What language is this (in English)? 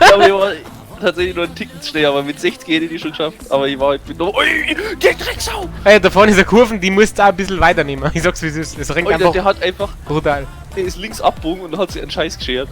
Bavarian